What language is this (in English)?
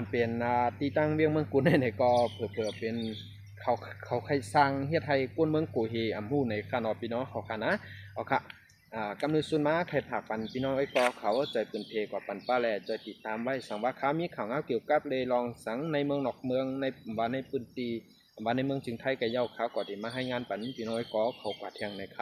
Shan